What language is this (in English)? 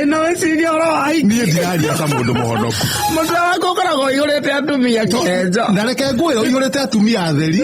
Kikuyu